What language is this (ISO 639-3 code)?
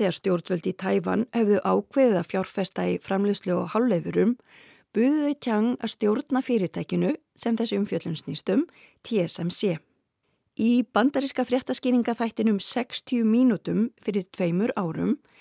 isl